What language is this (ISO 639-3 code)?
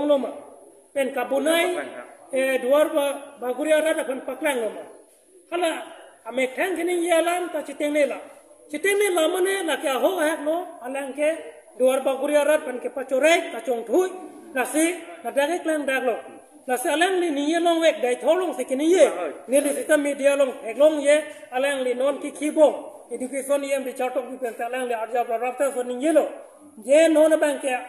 mjw